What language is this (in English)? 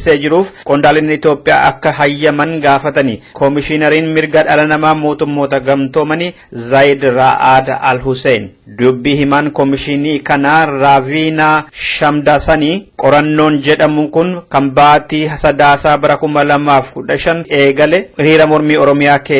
Oromo